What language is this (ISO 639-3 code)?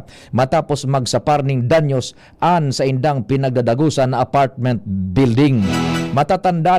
bik